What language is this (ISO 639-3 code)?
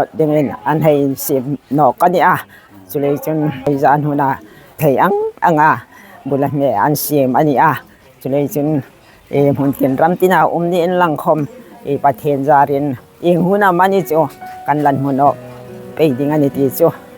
hmr